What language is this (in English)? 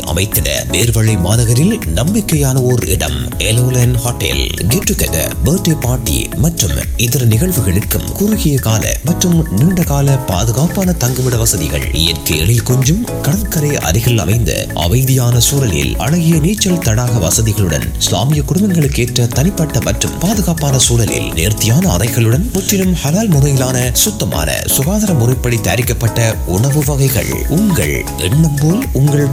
Tamil